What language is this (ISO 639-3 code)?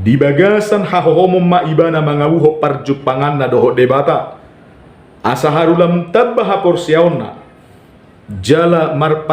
bbc